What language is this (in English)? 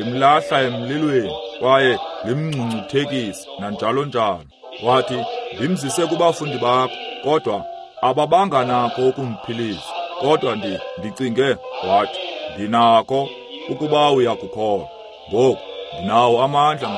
Xhosa